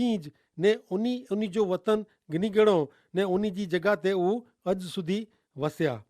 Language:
Kachhi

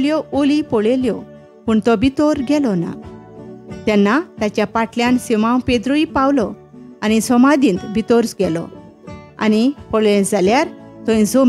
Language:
Konkani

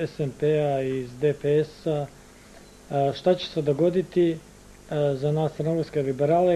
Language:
Bosnian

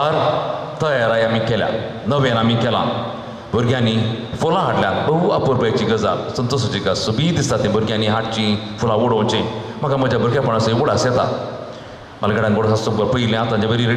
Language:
Konkani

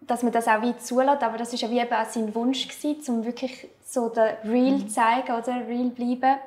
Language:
Swiss German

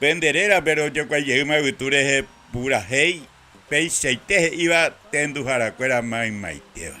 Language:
Guarani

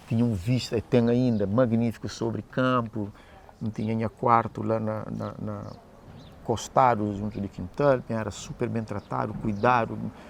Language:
Kabuverdianu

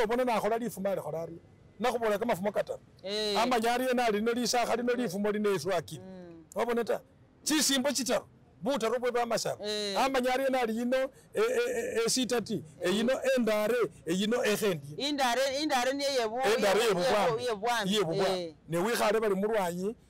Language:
Masaaba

